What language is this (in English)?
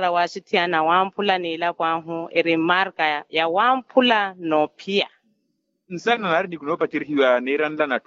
Makhuwa